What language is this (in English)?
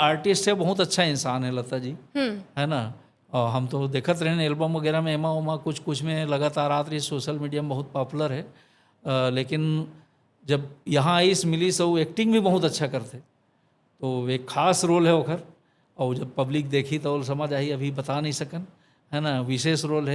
Chhattisgarhi